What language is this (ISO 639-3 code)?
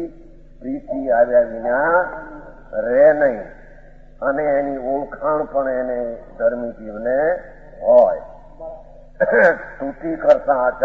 guj